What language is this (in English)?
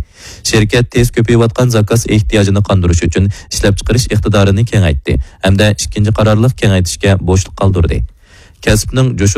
Uyghur